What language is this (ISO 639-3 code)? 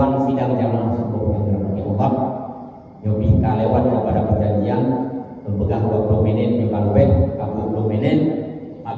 ace